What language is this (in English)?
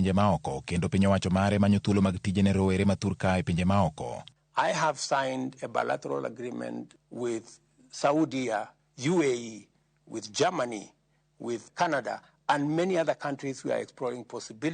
Luo (Kenya and Tanzania)